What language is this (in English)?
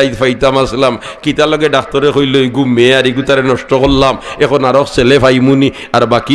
Sylheti